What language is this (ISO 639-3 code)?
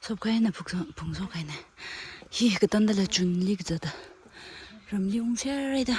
nmf